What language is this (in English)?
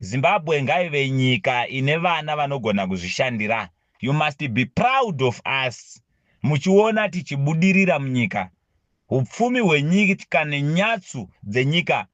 Shona